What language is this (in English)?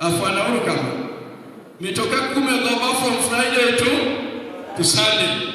Luo (Kenya and Tanzania)